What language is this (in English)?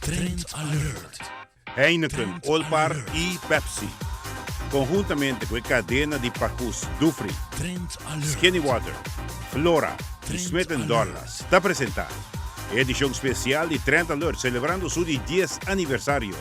Papiamento